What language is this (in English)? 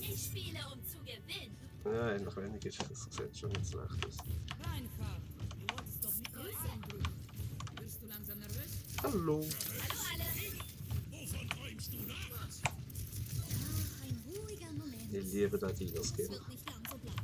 Swiss German